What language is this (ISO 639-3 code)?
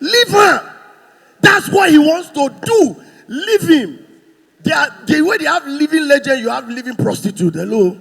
pcm